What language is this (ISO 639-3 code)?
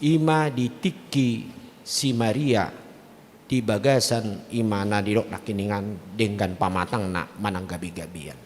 bbc